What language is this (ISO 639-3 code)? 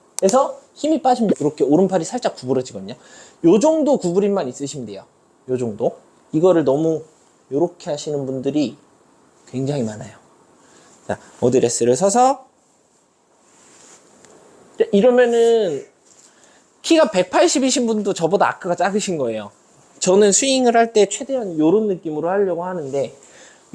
kor